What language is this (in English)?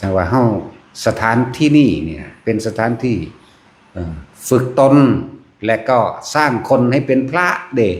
Northeastern Thai